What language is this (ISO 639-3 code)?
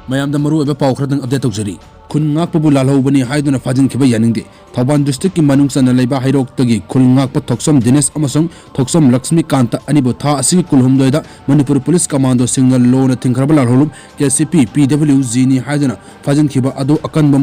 mni